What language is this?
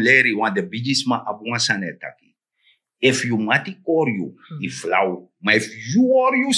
Sranan Tongo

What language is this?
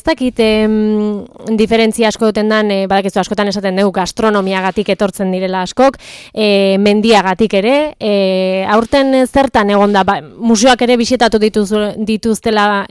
Basque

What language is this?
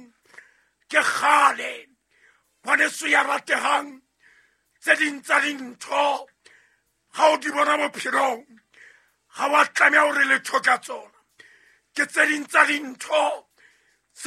Southern Sotho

